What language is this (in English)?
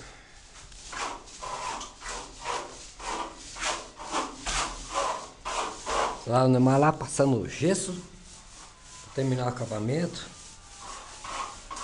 Portuguese